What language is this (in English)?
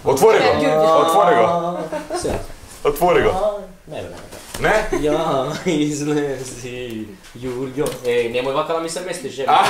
Macedonian